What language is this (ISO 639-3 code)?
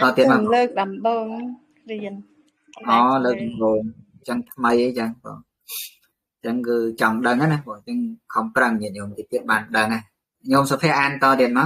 khm